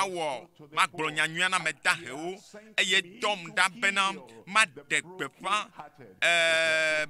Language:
Ewe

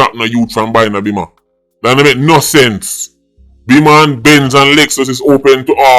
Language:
Jamaican Creole English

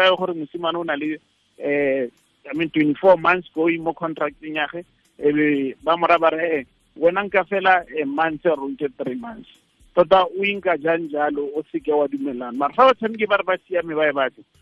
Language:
Tswana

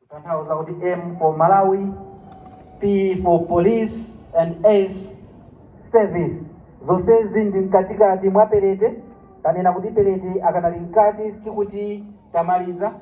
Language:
Nyanja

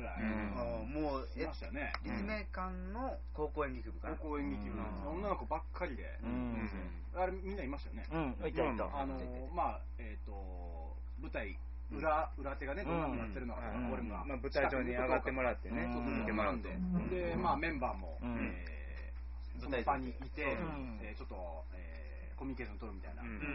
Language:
Japanese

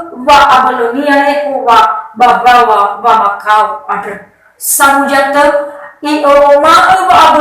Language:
Nias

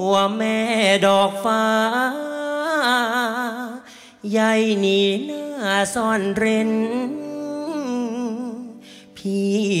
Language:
Thai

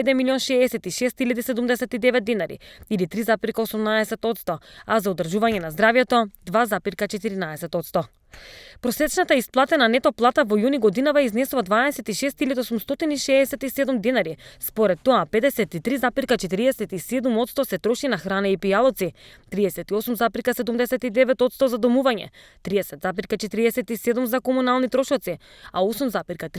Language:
Macedonian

